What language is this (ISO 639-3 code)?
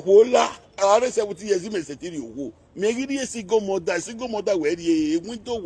pcm